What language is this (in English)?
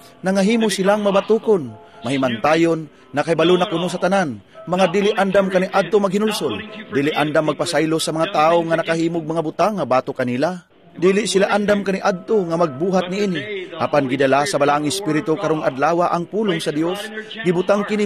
Cebuano